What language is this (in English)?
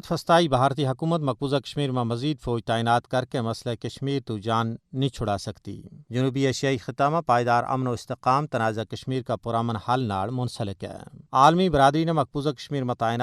Gujari